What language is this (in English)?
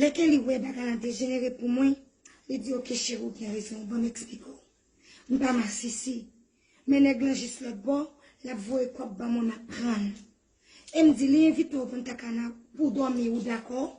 Haitian Creole